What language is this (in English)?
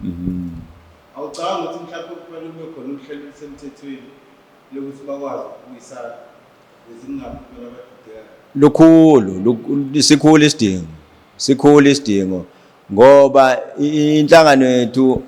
Zulu